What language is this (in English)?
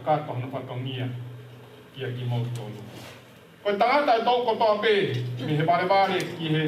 Tongan